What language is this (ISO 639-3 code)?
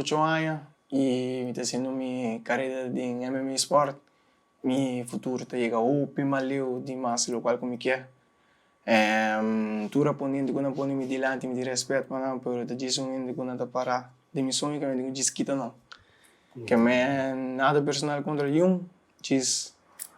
pap